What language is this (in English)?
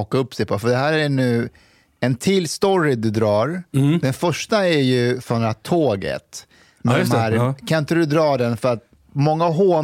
Swedish